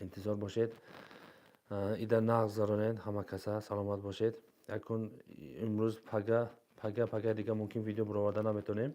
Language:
Tajik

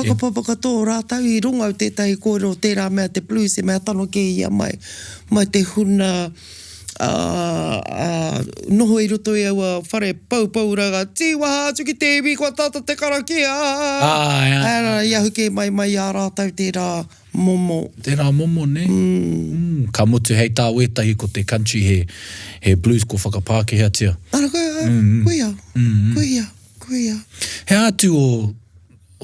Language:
Māori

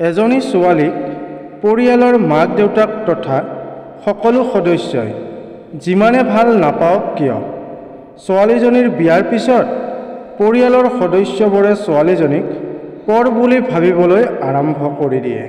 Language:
Assamese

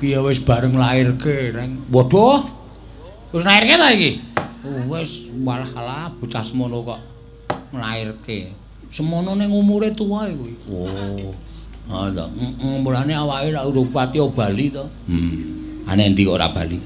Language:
Javanese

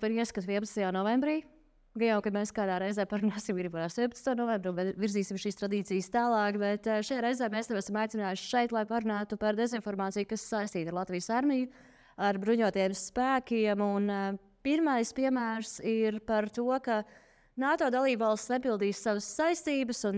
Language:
Latvian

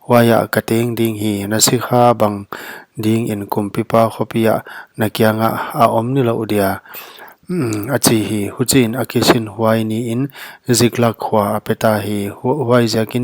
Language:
Paite Chin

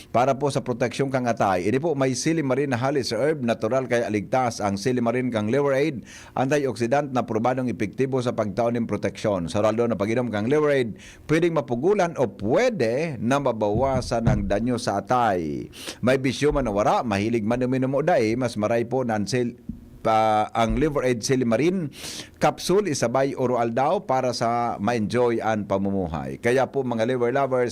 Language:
Bikol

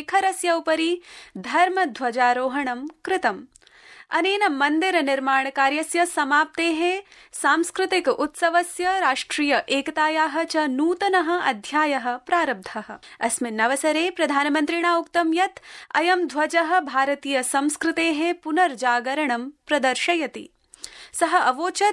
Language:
Sanskrit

